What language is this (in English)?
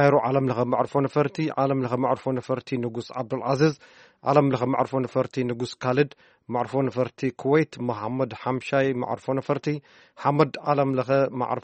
Tigrinya